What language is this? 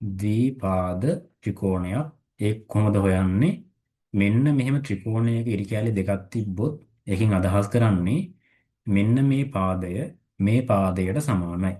Sinhala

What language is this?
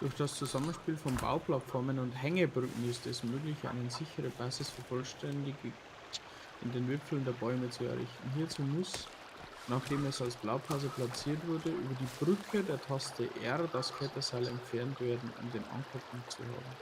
Bavarian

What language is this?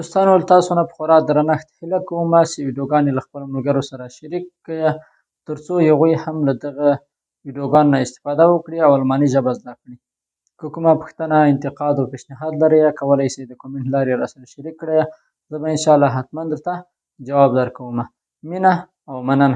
Pashto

